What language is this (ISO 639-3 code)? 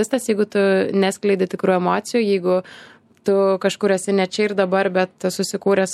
lit